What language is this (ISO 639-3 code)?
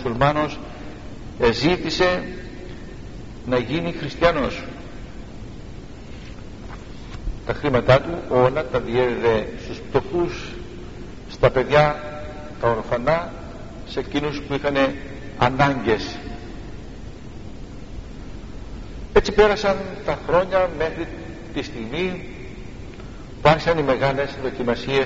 ell